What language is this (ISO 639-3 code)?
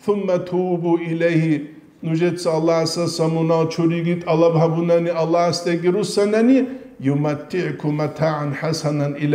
ava